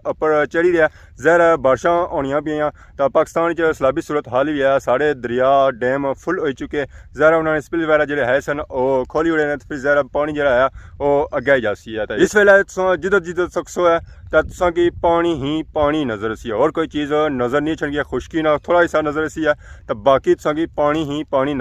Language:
Pahari-Potwari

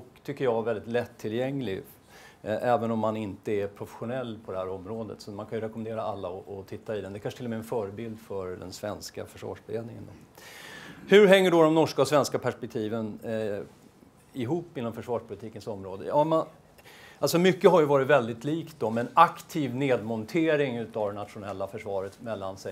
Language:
Swedish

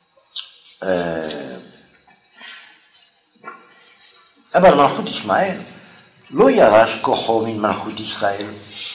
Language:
Hebrew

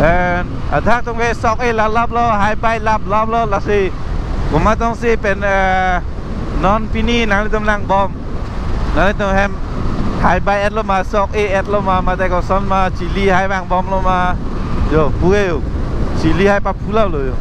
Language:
Karbi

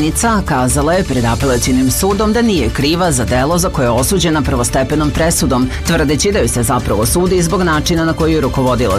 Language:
Serbian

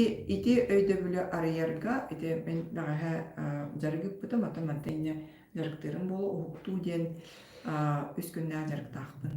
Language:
Yakut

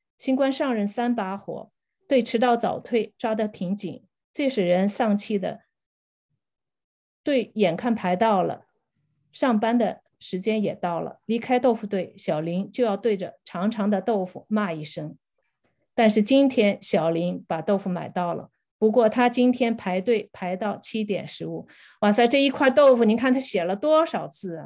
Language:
Chinese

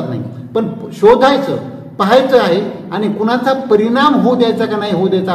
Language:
Marathi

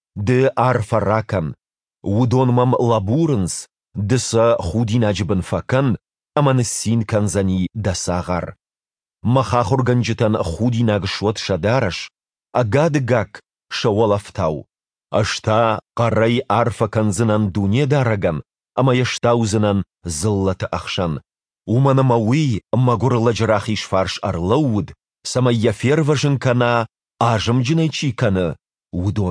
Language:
Ossetic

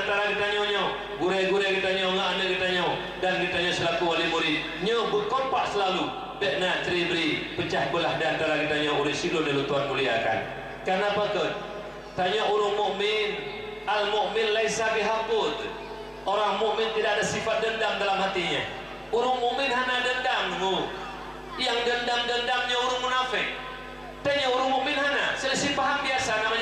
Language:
Achinese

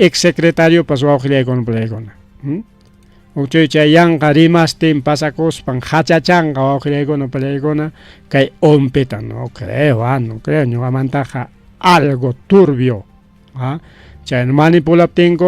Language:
Ayacucho Quechua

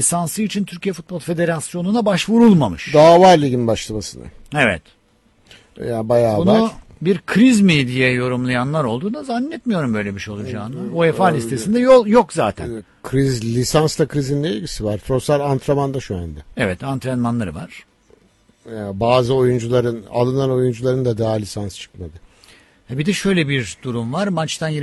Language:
Turkish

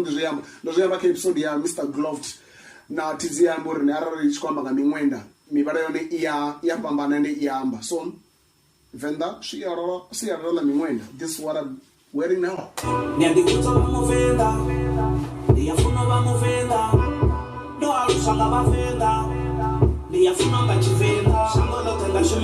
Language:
Venda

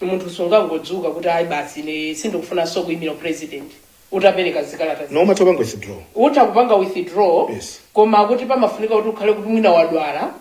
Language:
Nyanja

